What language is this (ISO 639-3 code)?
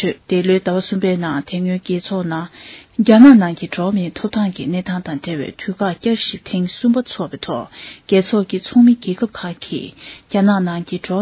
bod